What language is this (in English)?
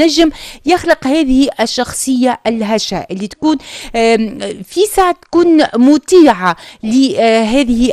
Arabic